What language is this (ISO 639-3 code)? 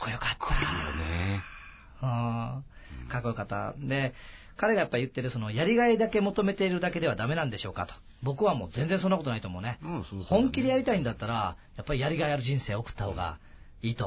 jpn